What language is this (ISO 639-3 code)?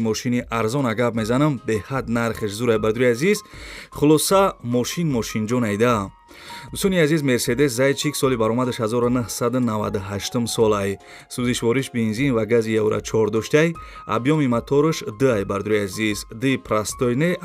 tgk